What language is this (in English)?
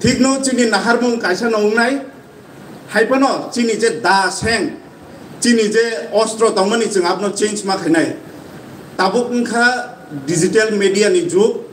Kok Borok